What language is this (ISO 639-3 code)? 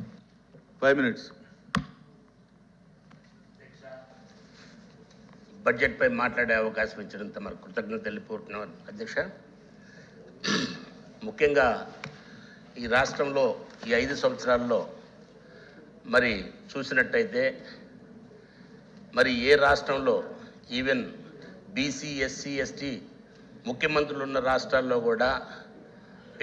tel